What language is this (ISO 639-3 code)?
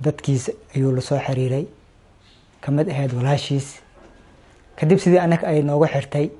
som